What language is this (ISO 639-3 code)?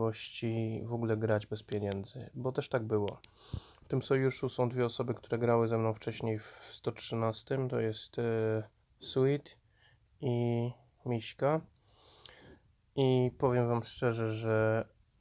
pol